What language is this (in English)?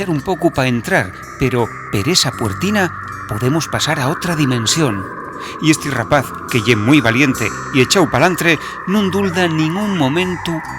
Asturian